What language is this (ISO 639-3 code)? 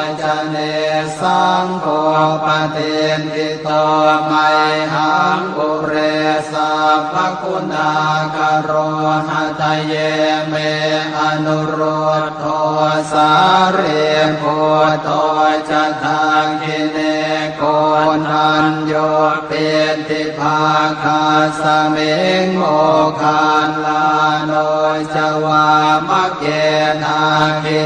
pli